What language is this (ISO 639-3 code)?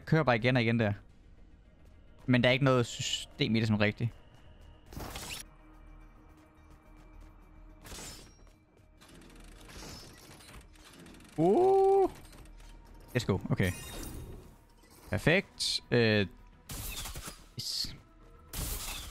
dan